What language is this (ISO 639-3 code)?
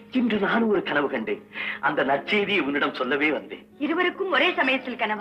tam